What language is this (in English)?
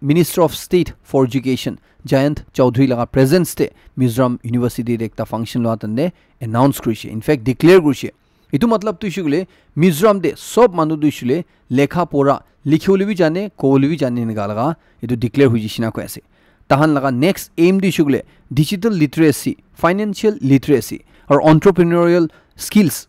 Naga Pidgin